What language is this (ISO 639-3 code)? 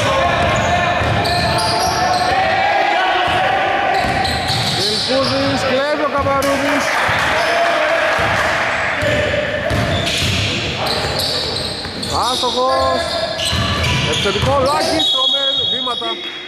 ell